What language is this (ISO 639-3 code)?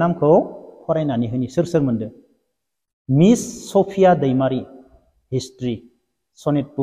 brx